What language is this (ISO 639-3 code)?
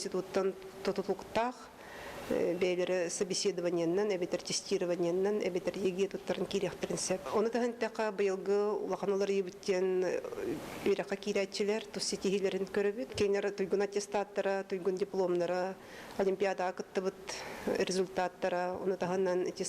sah